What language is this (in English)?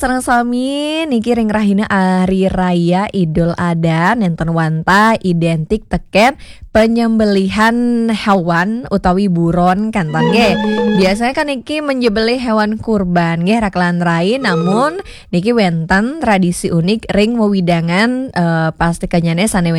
Balinese